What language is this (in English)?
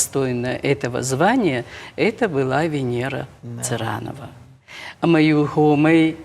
Ossetic